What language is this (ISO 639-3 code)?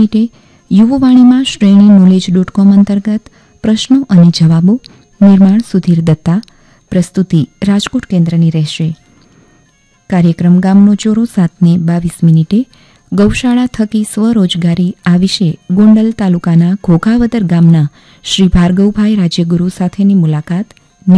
guj